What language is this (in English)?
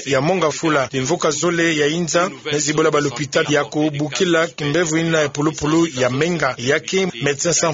Kituba (Democratic Republic of Congo)